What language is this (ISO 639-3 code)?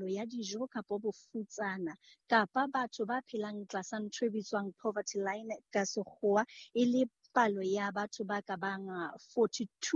sot